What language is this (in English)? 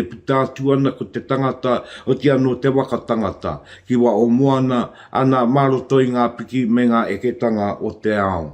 Māori